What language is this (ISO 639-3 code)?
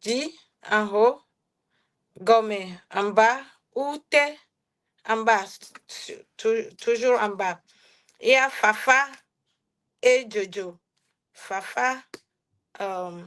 ewe